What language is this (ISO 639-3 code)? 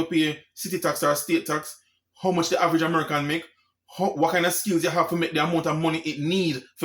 jam